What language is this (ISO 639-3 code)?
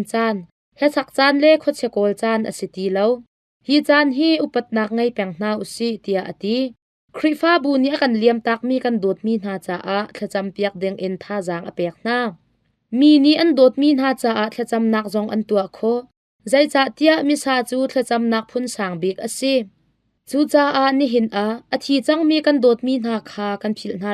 cnh